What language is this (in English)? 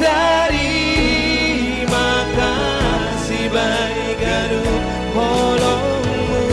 Batak Simalungun